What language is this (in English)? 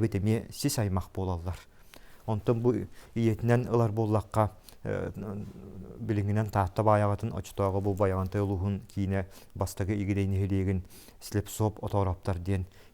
Yakut